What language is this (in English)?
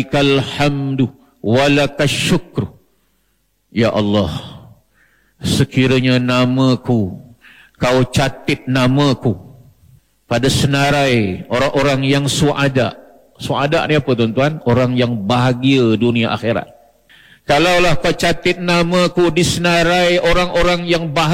Malay